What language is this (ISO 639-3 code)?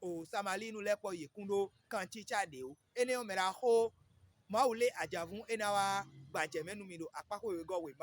fon